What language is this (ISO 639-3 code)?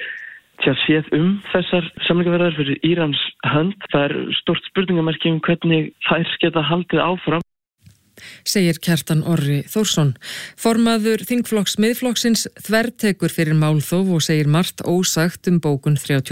isl